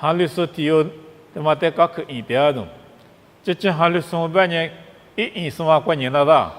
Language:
Lisu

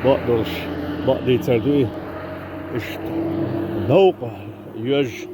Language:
Chechen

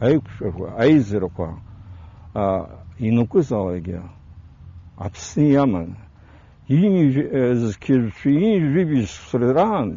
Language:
Abkhazian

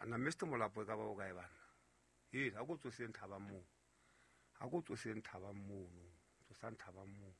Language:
Southern Sotho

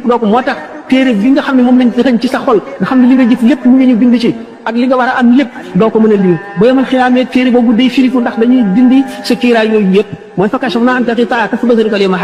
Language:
Wolof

